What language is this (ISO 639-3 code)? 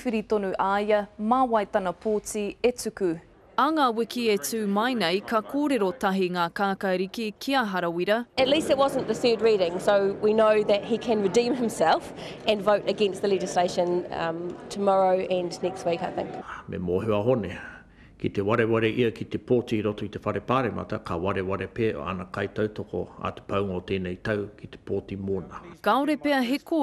mri